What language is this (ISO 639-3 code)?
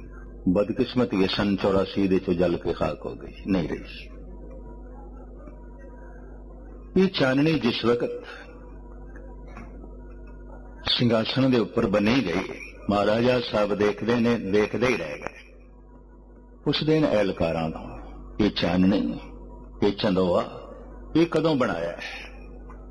pan